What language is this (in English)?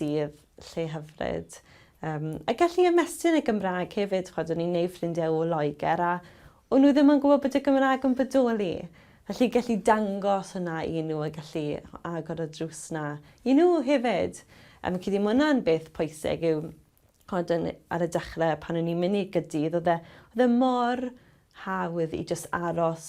Welsh